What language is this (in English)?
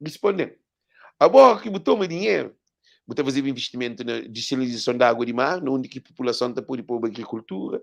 Kabuverdianu